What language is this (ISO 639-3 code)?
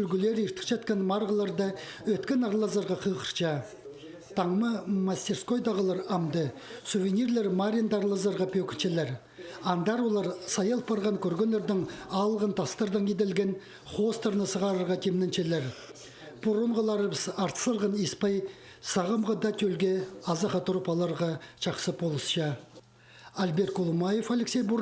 kjh